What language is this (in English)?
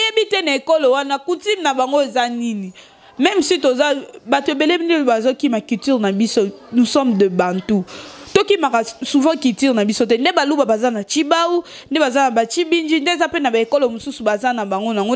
Lingala